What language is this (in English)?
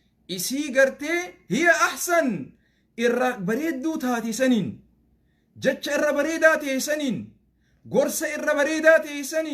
Oromo